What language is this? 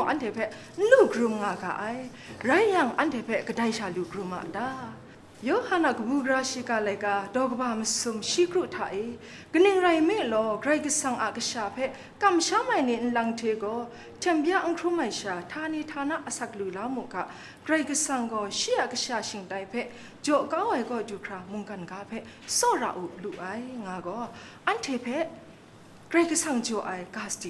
Kachin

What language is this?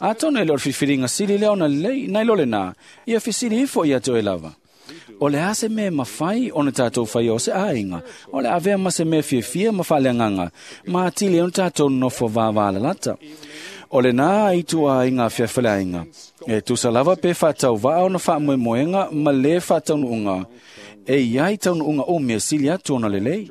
Samoan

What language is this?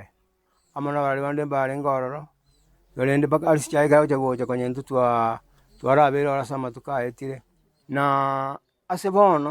Gusii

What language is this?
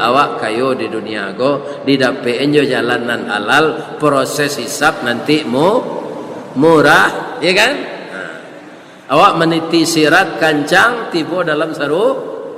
Minangkabau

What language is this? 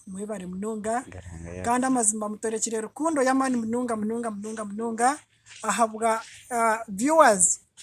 Nyankole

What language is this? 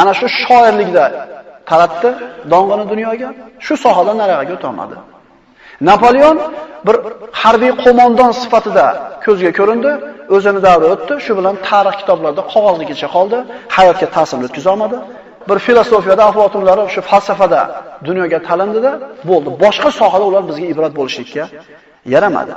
Uzbek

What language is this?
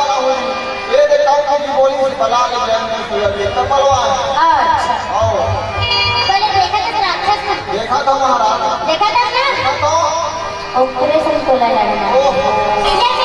Chhattisgarhi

